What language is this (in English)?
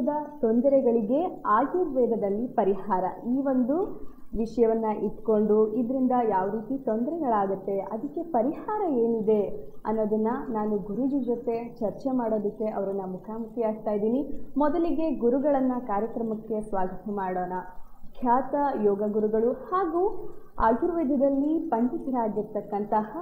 Kannada